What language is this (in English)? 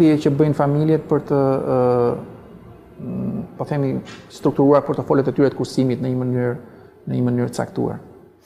Albanian